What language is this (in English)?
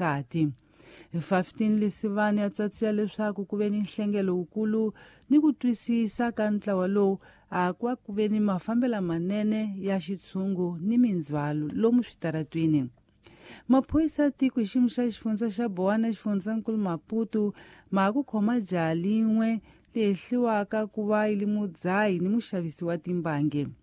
Tsonga